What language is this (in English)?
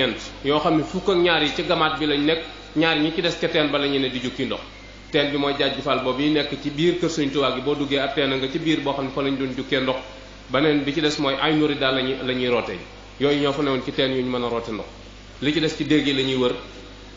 Wolof